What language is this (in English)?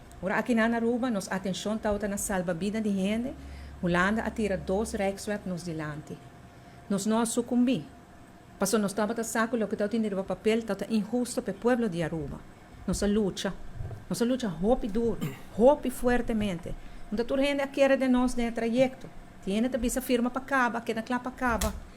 Papiamento